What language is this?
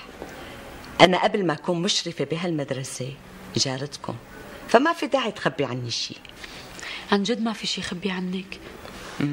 North Levantine Arabic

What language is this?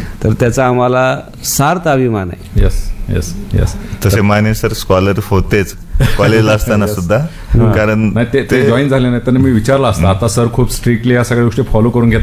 Marathi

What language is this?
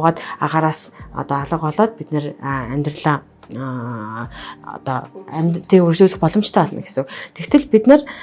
Mongolian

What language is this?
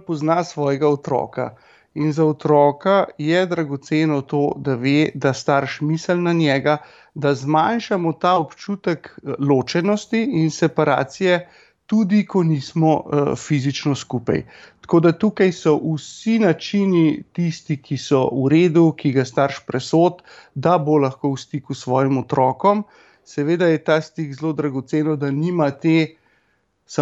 Slovenian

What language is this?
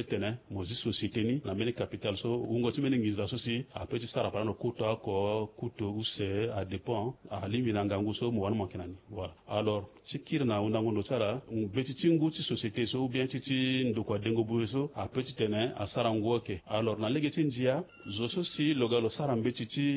Sango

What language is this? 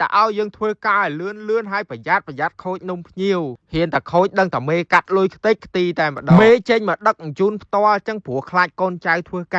Khmer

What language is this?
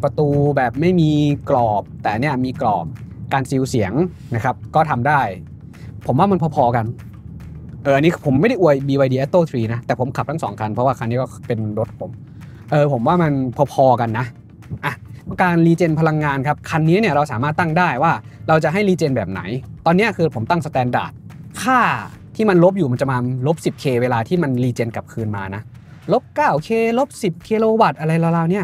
Thai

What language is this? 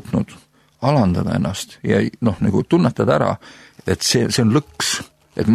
Estonian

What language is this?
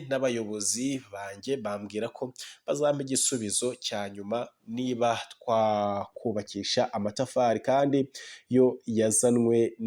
Kinyarwanda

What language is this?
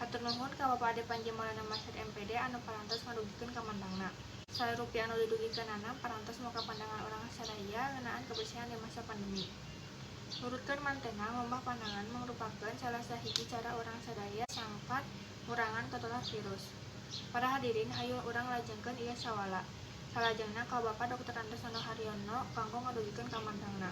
Sundanese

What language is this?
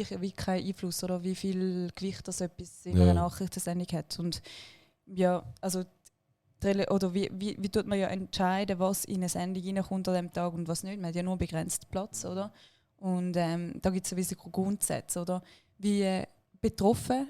Swiss German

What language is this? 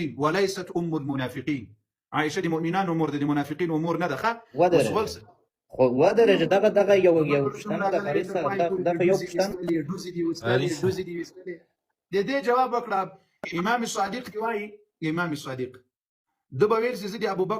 Pashto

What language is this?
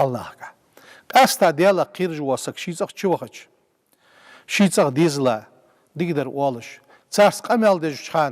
Ingush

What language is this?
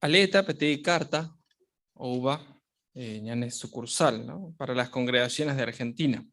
Guarani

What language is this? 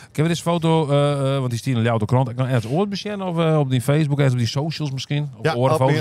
Western Frisian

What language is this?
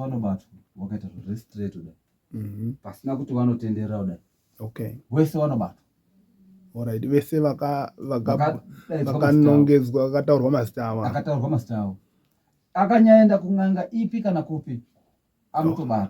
Shona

